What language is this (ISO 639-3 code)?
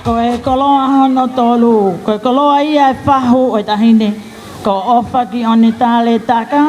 ton